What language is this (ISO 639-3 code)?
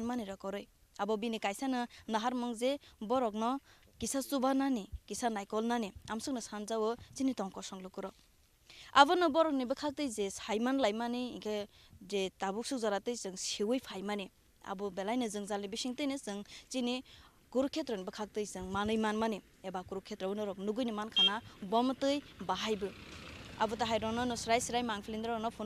trp